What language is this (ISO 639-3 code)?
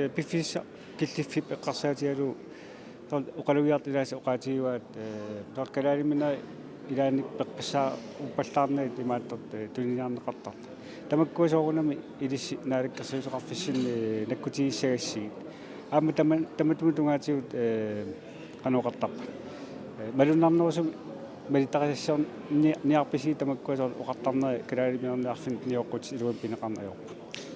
kal